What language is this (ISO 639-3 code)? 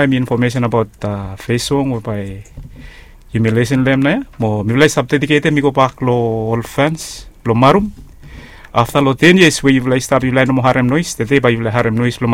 bis